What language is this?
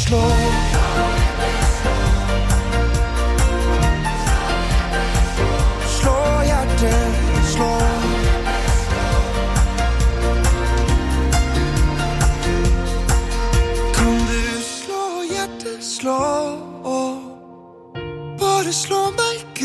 Norwegian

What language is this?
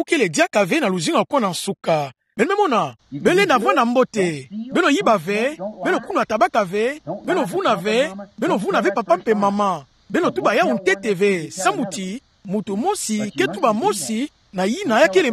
Kituba (Democratic Republic of Congo)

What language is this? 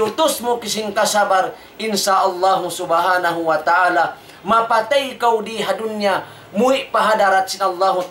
Tausug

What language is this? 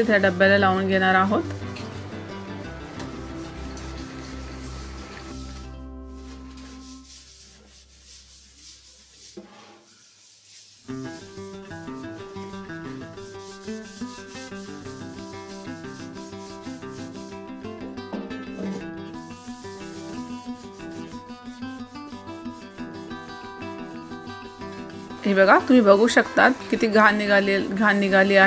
Marathi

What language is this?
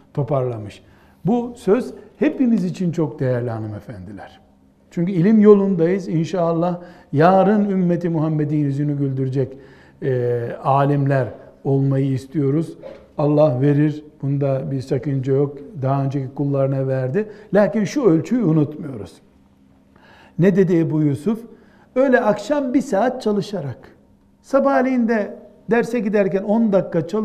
Turkish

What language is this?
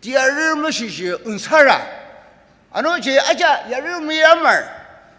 Ao Naga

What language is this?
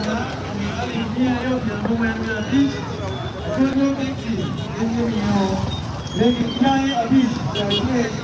Acoli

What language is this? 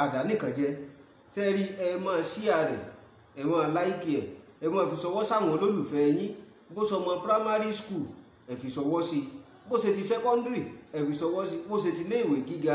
Yoruba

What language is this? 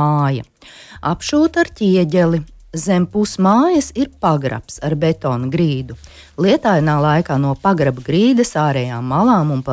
Latvian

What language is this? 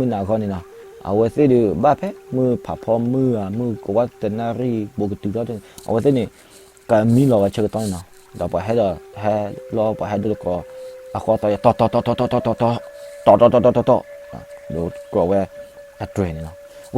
S'gaw Karen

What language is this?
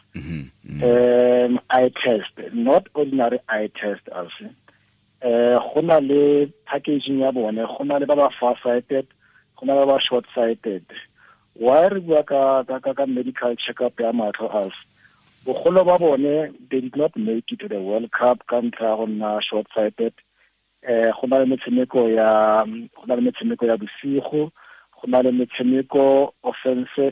Tswana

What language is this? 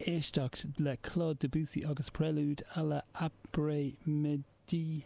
Irish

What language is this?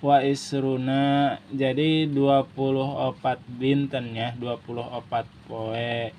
Sundanese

